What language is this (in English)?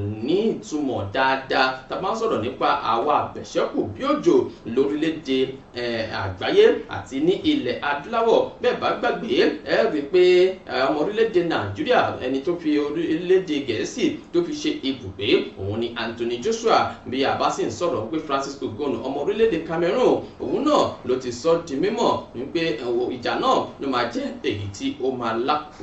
Yoruba